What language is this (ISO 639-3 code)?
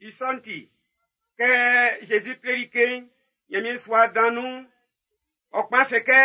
bci